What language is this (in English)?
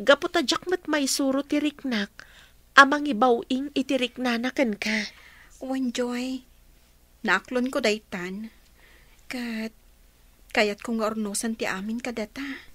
Iloko